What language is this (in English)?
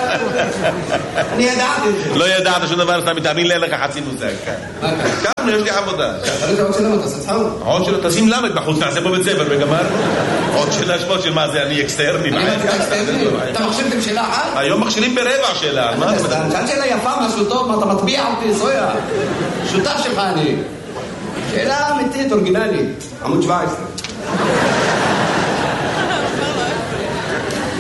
Hebrew